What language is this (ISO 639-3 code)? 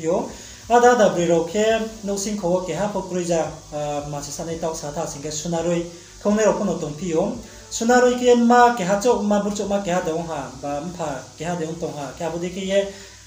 ria